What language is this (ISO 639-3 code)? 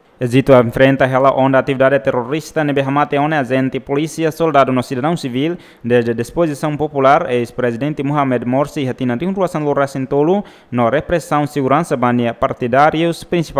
tet